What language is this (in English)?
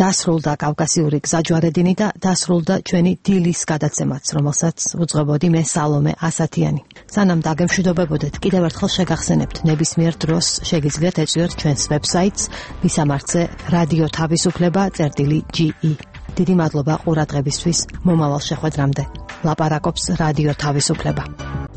Georgian